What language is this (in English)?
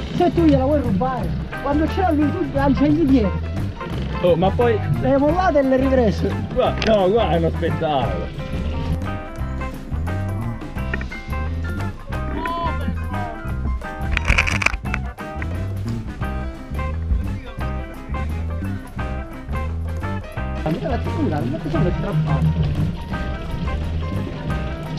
Italian